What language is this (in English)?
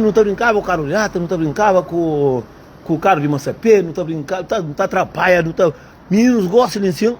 Kabuverdianu